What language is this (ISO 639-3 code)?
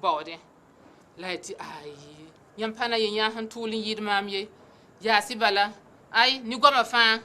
mos